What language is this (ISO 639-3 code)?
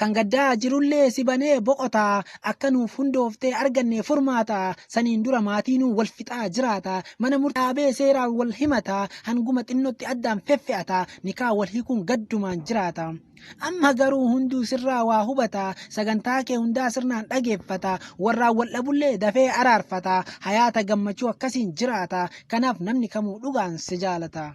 orm